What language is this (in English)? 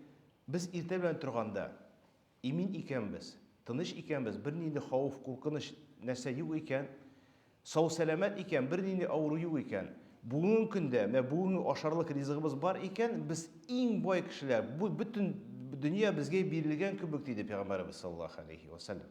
Tatar